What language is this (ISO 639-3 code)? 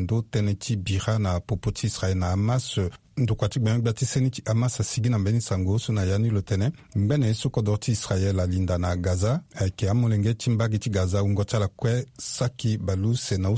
sag